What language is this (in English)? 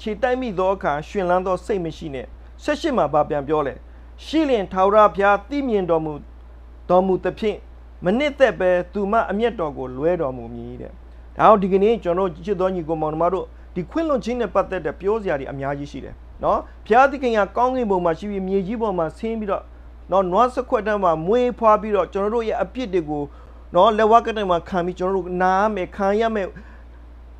Burmese